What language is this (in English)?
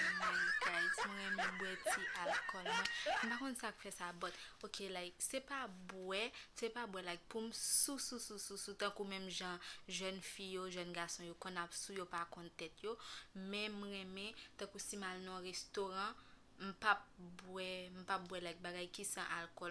Haitian Creole